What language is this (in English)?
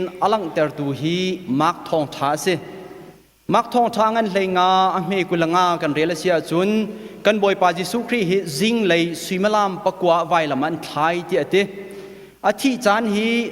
Hakha Chin